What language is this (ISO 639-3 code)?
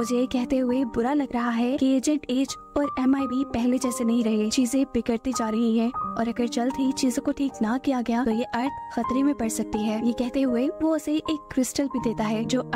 hin